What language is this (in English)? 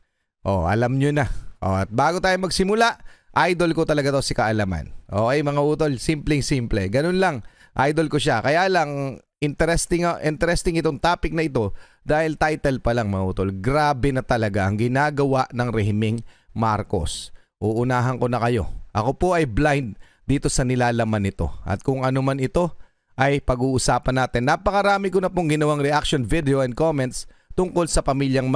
Filipino